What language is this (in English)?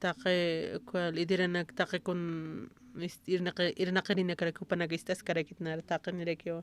Aymara